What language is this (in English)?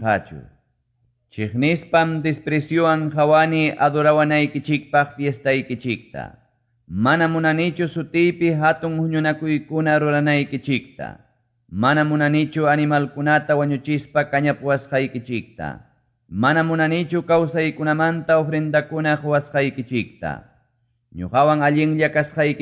Quechua